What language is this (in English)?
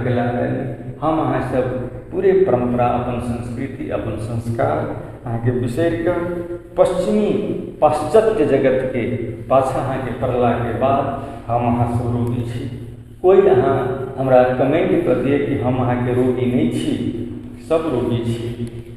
Maithili